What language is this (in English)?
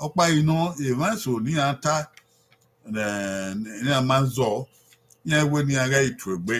Bini